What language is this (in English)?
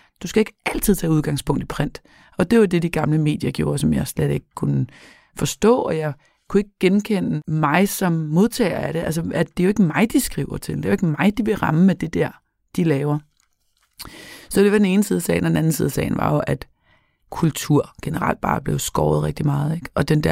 Danish